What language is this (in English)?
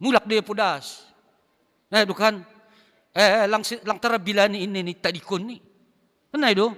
Batak Simalungun